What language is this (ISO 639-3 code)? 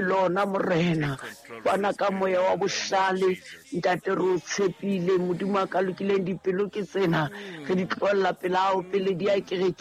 sot